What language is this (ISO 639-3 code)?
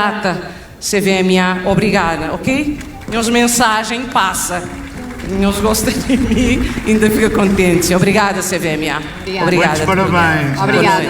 kea